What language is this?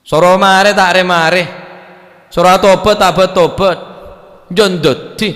Madurese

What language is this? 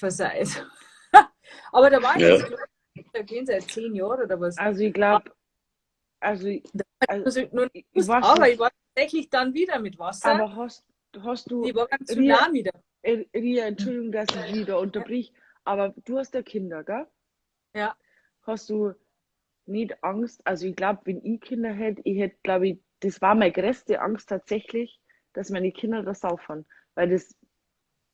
Bavarian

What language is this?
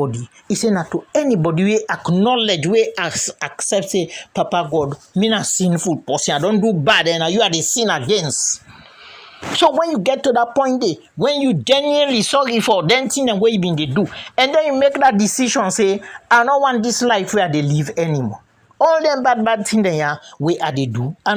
Krio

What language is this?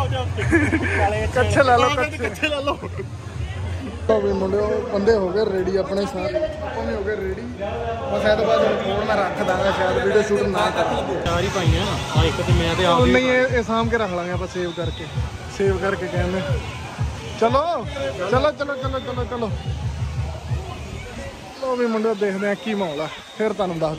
Punjabi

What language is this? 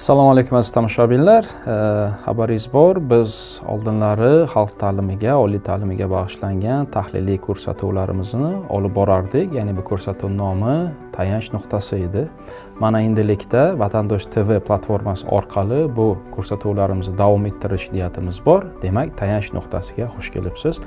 Uzbek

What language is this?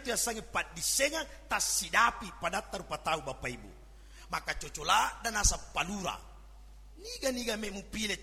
Buginese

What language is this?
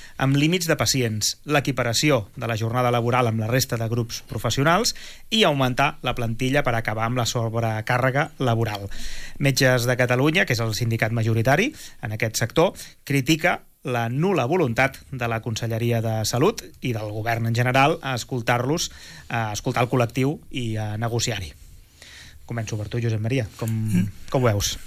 Catalan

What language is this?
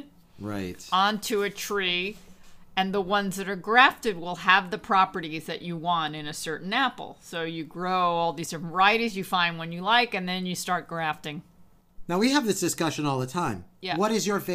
English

